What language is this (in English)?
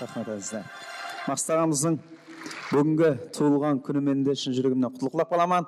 Kara-Kalpak